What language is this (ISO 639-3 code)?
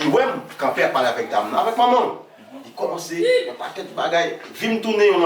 hat